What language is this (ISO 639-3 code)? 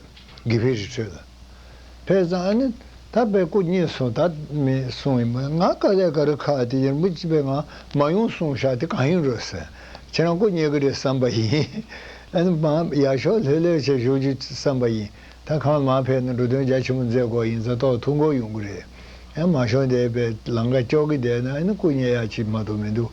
bod